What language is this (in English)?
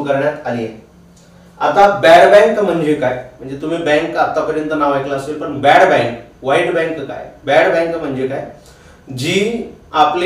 Marathi